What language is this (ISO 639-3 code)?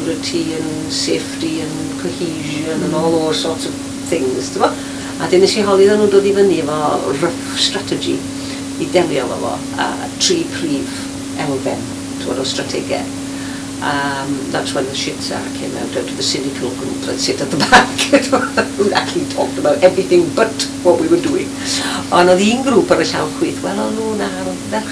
cym